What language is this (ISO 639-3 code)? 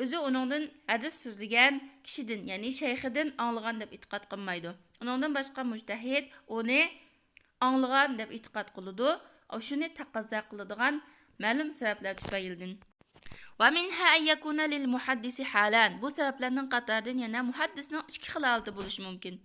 uig